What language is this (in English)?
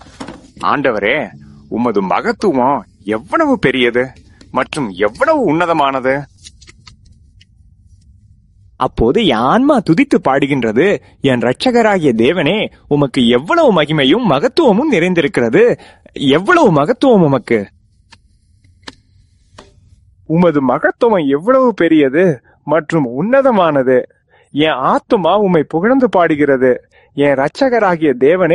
Tamil